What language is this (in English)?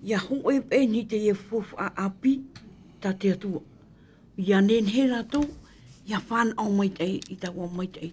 Tahitian